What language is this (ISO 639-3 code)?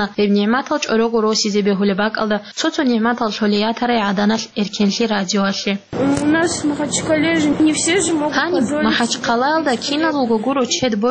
ava